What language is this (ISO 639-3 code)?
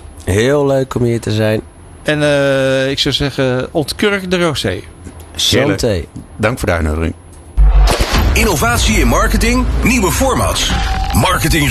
nld